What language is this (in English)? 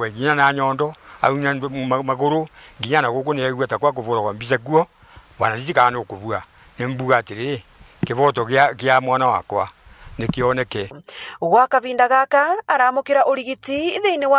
Meru